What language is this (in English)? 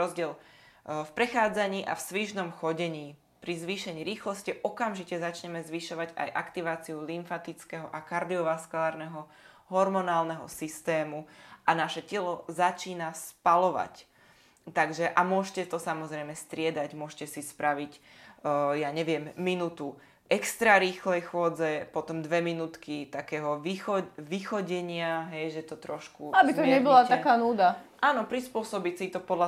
Slovak